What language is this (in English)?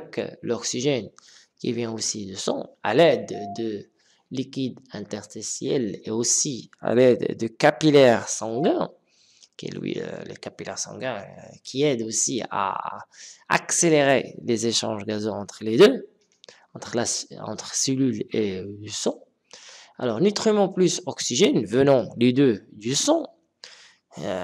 French